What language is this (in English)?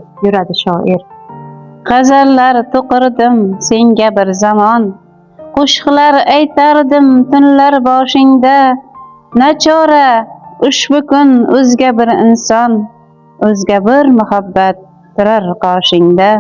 Uzbek